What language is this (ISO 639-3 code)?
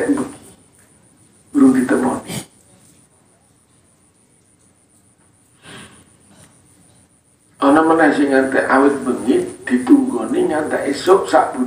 jav